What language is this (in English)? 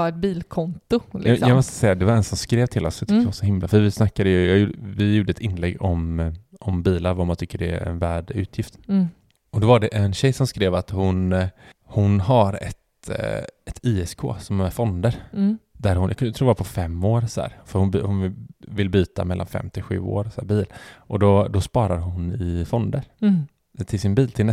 Swedish